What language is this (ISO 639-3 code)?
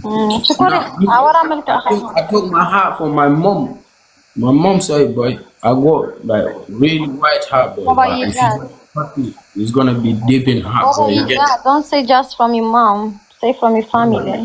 tir